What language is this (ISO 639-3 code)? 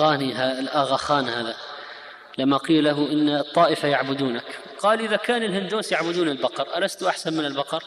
ara